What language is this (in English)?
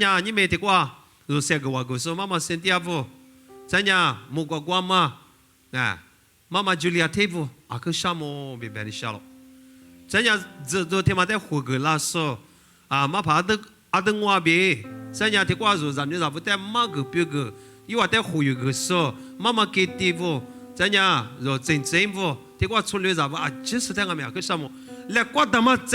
Lisu